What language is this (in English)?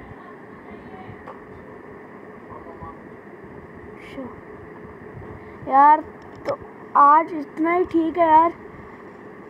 Hindi